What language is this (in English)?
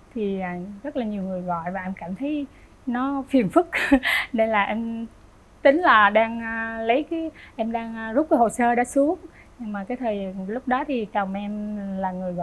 Vietnamese